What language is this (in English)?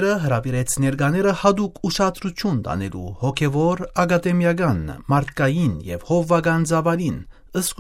Armenian